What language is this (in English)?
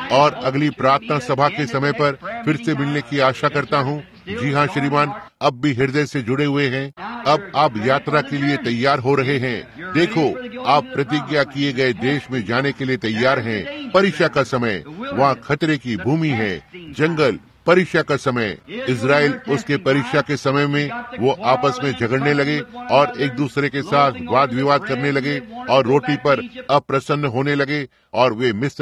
Hindi